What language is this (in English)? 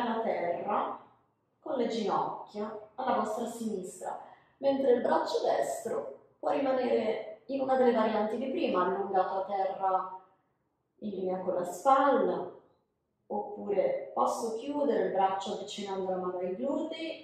Italian